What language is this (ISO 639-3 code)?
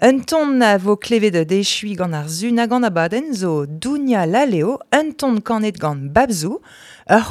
bre